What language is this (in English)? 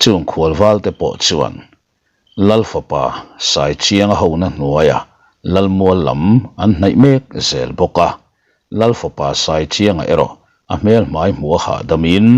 Mizo